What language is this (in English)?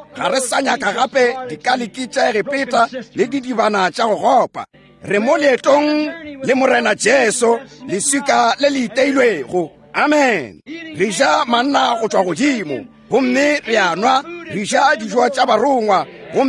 Northern Sotho